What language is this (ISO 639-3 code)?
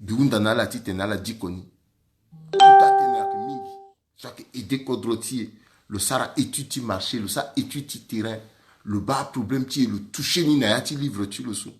sag